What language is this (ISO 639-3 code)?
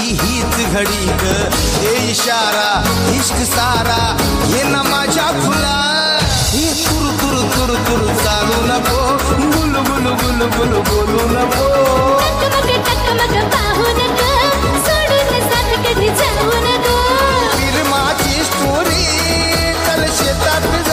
mar